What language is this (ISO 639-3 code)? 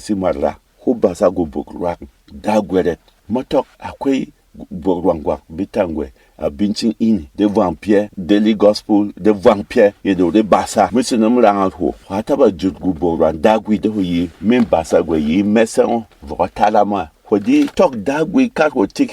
bom